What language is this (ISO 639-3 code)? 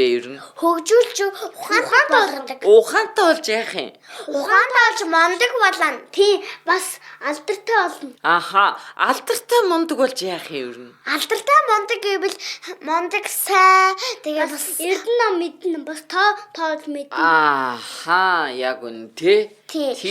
mon